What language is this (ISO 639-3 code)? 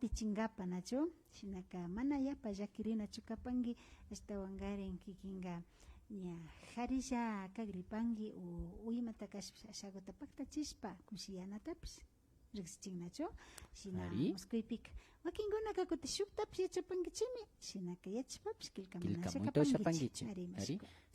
qvi